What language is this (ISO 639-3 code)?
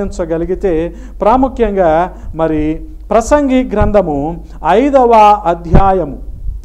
tel